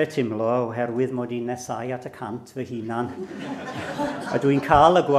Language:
Welsh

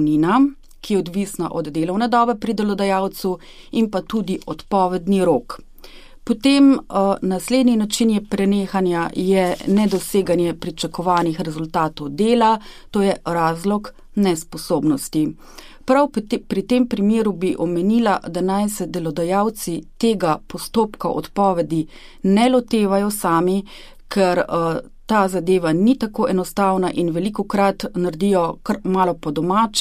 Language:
Slovenian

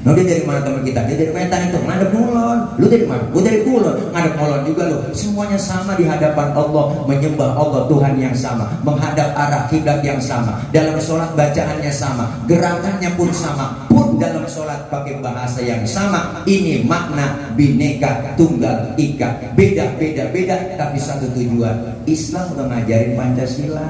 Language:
Betawi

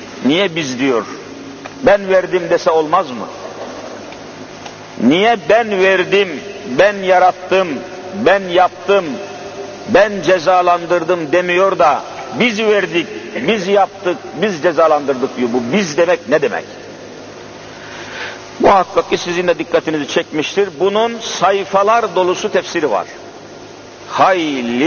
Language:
Turkish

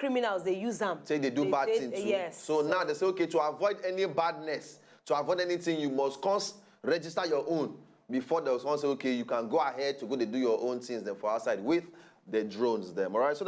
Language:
Nigerian Pidgin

